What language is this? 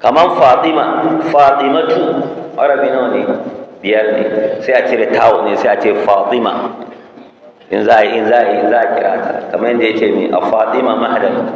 Hausa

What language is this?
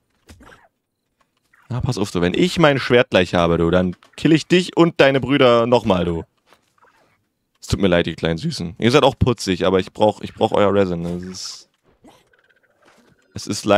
German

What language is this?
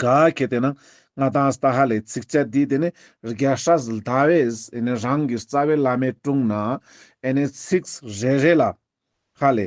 Ladakhi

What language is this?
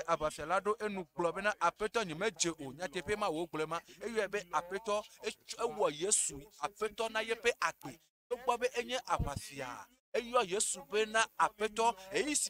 Ewe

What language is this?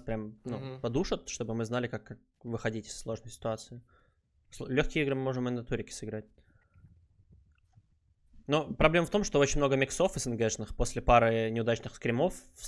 Russian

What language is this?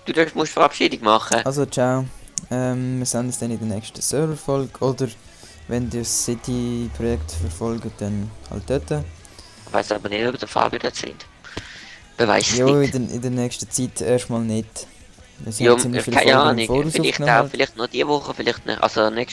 Swiss German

